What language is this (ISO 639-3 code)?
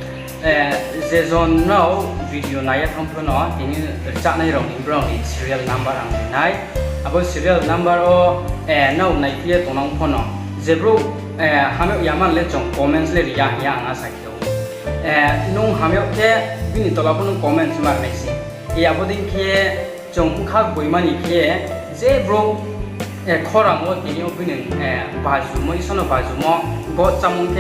ria